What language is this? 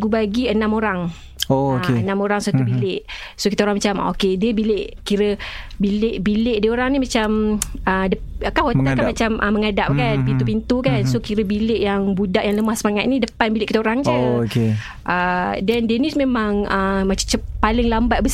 Malay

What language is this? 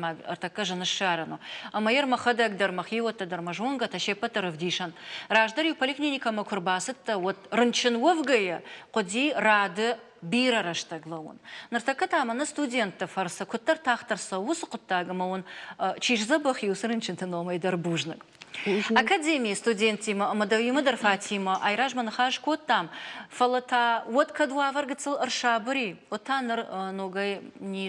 Ossetic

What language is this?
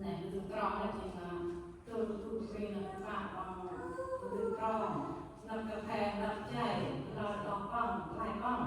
Central Mnong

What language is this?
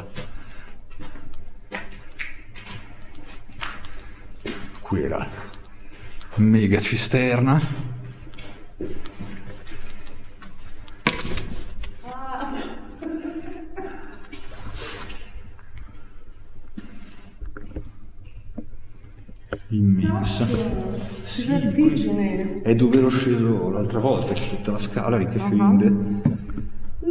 Italian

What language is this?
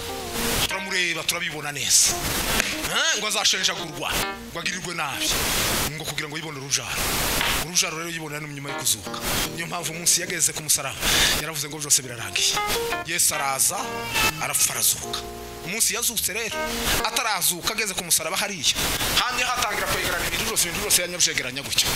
Kinyarwanda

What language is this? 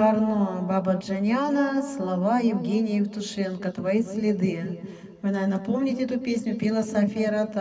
Russian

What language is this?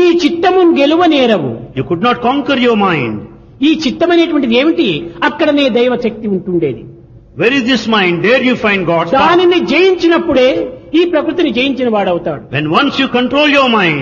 Telugu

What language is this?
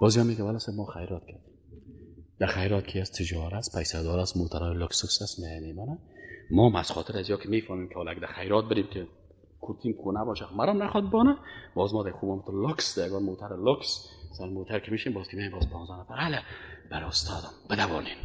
Persian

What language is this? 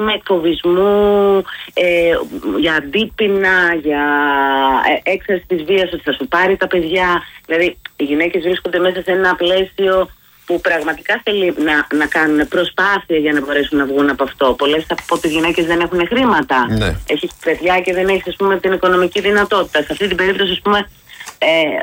Greek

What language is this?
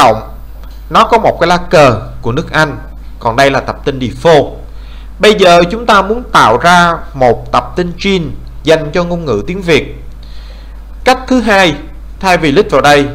Vietnamese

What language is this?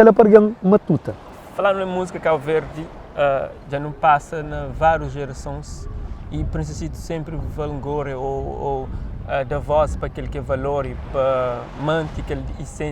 Kabuverdianu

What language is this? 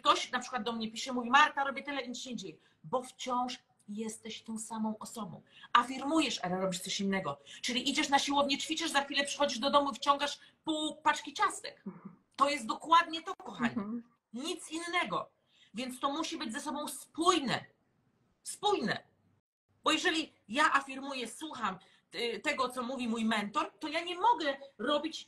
Polish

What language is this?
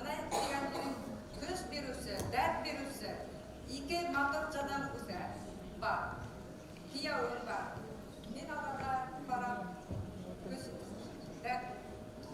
Bashkir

